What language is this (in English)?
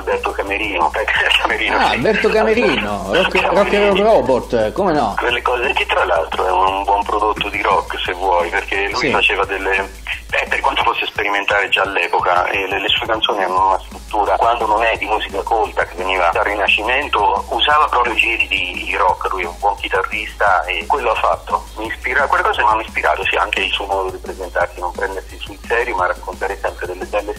Italian